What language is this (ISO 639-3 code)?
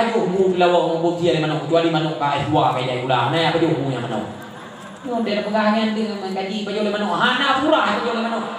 ace